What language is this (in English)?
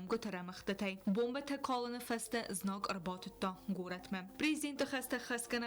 Ossetic